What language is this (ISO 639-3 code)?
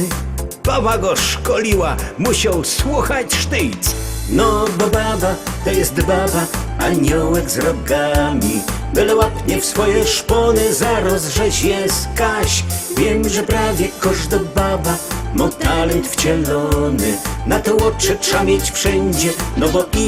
szl